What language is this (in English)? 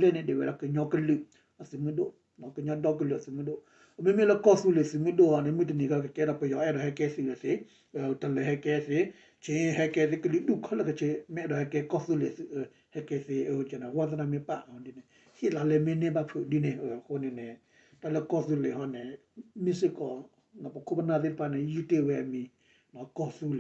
S'gaw Karen